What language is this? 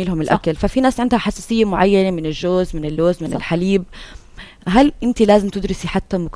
North Levantine Arabic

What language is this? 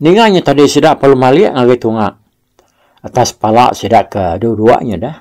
Iban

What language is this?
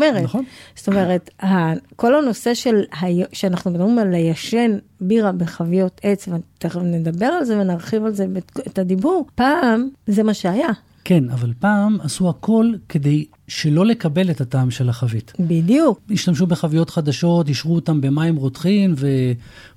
Hebrew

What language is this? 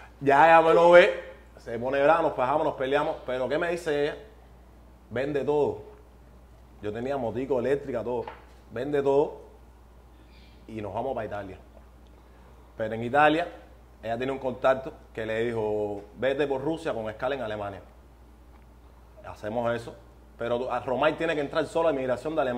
Spanish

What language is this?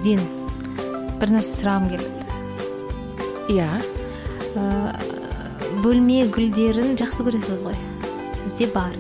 Kazakh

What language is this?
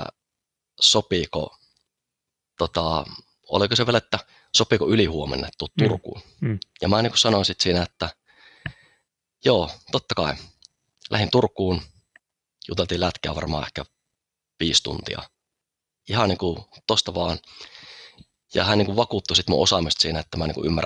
Finnish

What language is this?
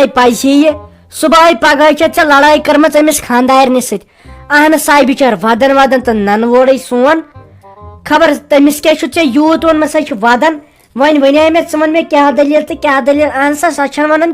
Kashmiri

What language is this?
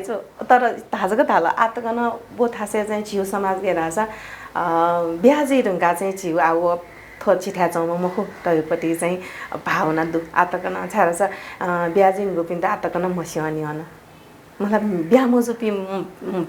Newari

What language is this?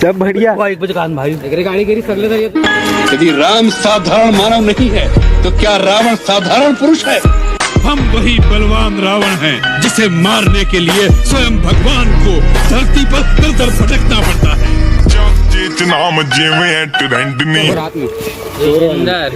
Chhattisgarhi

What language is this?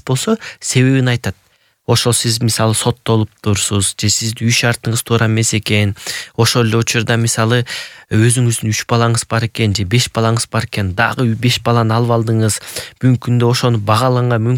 Kyrgyz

